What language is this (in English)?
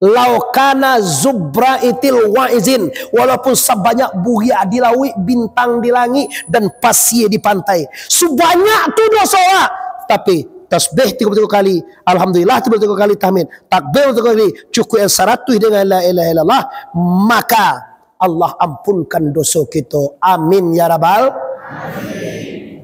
Minangkabau